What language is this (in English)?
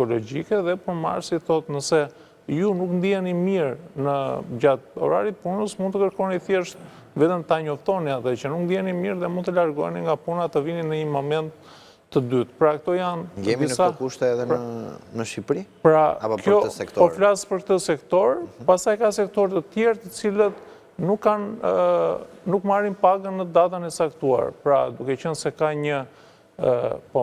Albanian